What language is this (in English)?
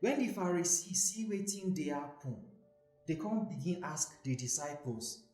Nigerian Pidgin